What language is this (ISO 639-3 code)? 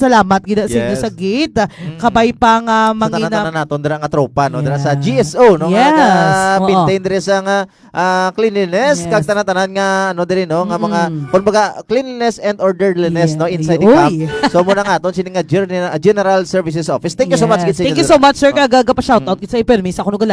hil